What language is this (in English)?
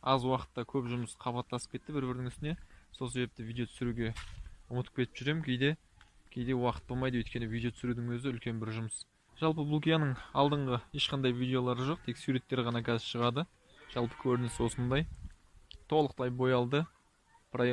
Kazakh